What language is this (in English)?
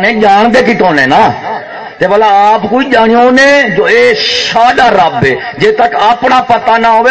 Saraiki